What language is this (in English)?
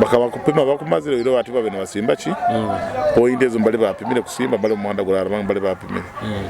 Nyoro